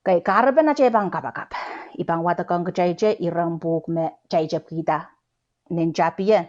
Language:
Pohnpeian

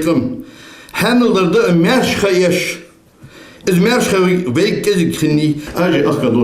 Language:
Ingush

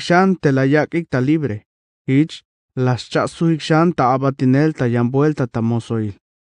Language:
Tzeltal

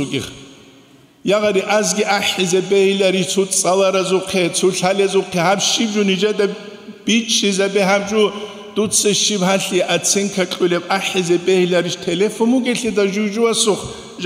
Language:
Avaric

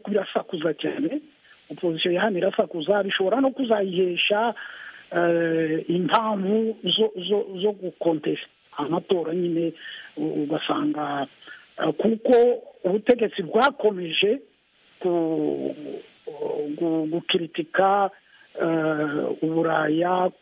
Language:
Kinyarwanda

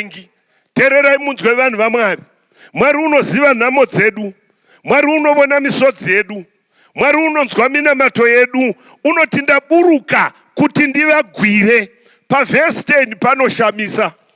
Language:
Shona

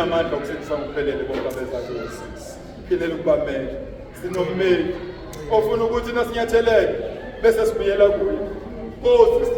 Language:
Zulu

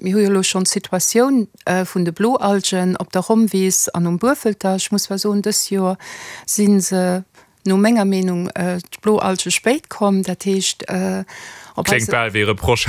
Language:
Luxembourgish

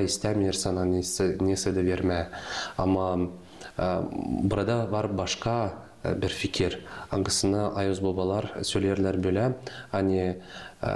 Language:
Gagauz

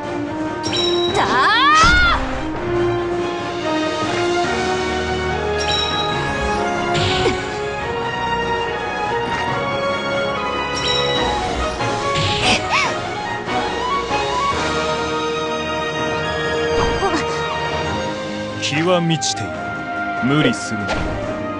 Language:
Japanese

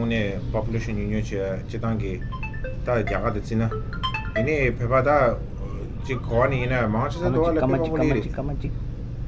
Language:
Tibetan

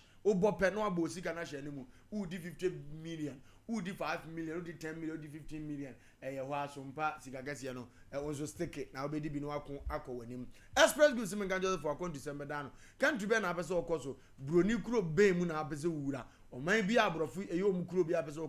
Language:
Akan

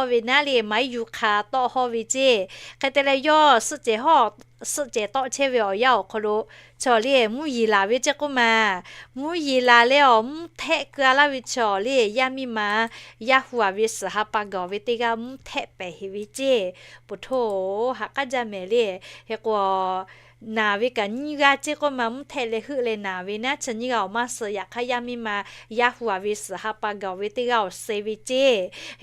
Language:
Lahu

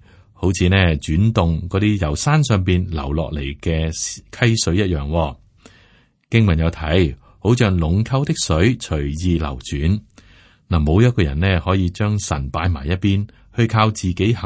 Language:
Cantonese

